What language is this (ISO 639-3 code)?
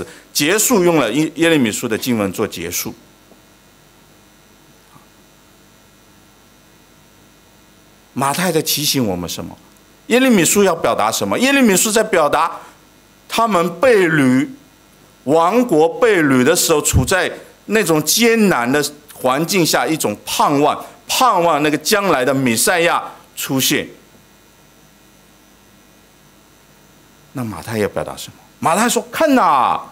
zho